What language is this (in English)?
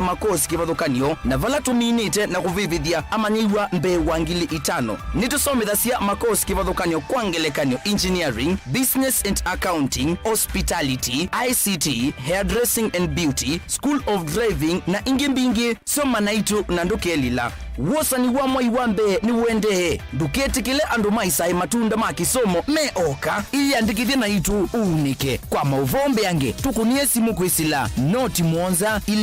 Kamba